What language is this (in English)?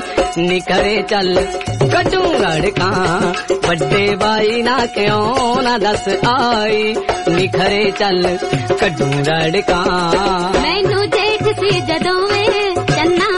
Punjabi